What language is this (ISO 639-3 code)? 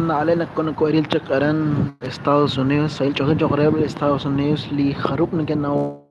kek